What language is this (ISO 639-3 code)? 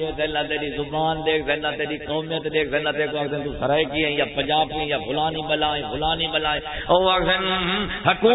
skr